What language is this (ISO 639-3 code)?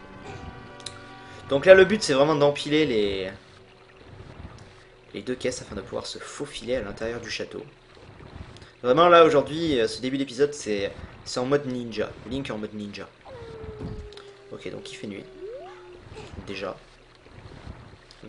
fra